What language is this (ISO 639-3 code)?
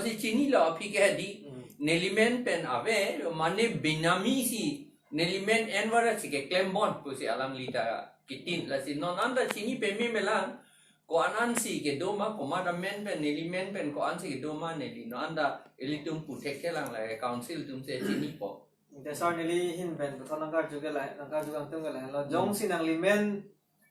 mjw